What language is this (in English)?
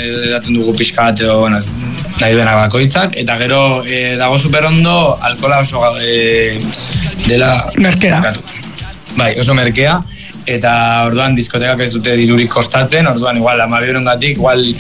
Basque